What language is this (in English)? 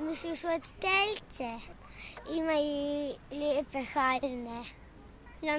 Bosnian